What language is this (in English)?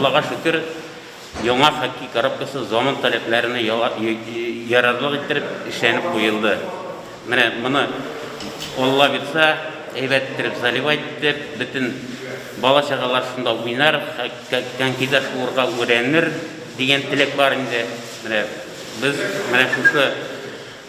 Tatar